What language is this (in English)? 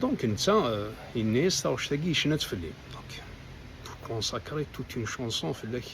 Kabyle